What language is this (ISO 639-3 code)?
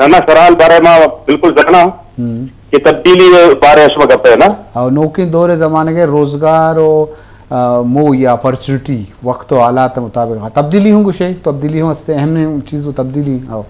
bal